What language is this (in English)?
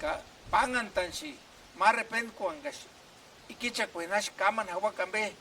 Purepecha